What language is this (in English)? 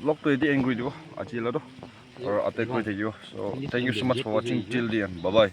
Naga Pidgin